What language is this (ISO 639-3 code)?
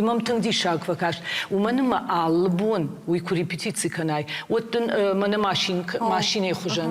oss